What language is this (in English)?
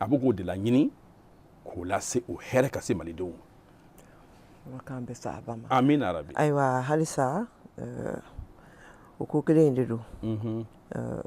Bambara